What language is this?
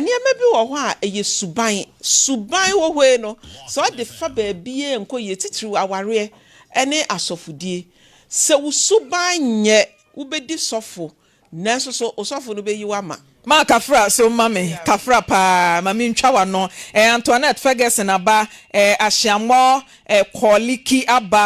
Akan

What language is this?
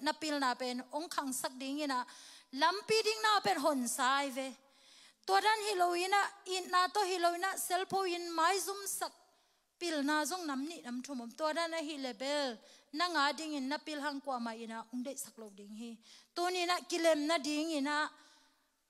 Tedim Chin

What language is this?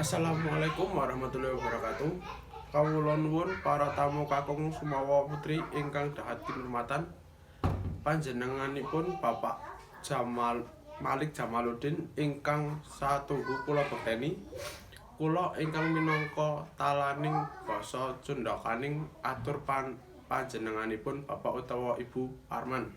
Javanese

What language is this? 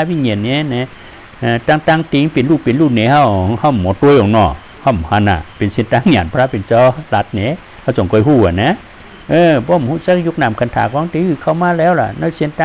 Shan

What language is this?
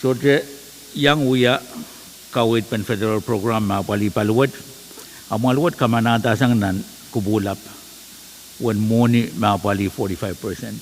Pohnpeian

